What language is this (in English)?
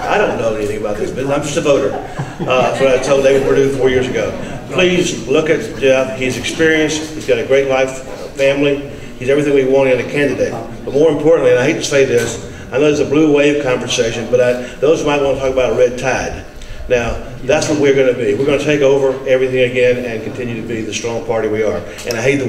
English